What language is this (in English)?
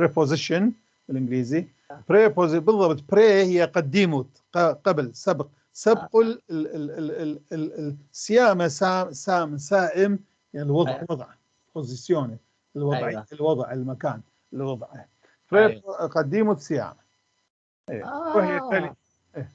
North Levantine Arabic